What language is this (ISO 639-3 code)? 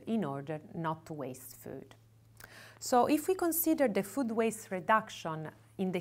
eng